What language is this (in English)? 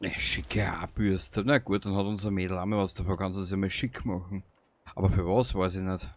Bavarian